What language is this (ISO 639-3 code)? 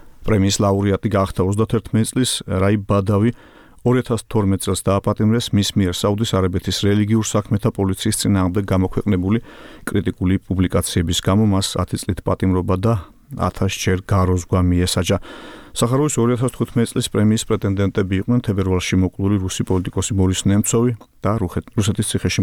kat